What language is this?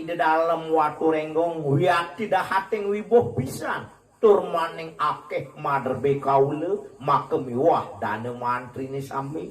Balinese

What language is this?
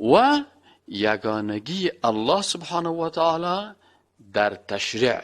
Persian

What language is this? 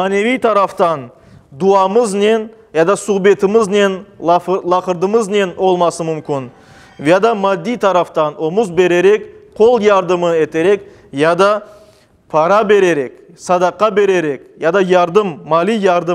Crimean Tatar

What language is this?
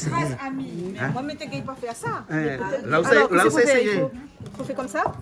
Réunion Creole French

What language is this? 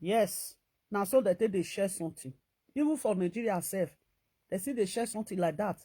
Nigerian Pidgin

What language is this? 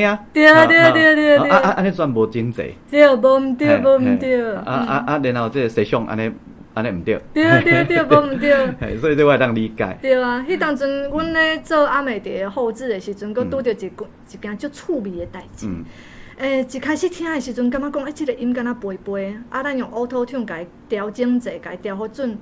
Min Nan Chinese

